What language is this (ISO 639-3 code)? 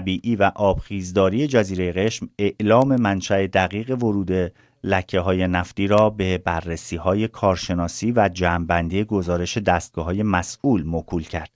fas